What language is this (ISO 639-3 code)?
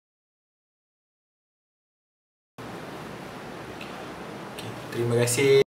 msa